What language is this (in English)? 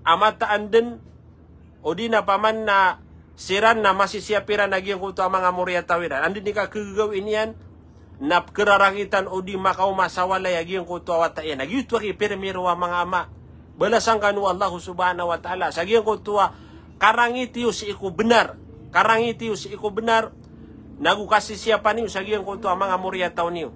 Maranao